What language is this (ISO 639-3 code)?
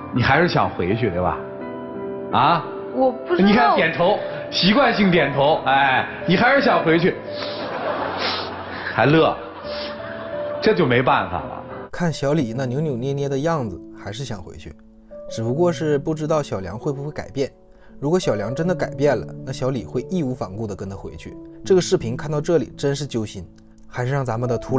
zho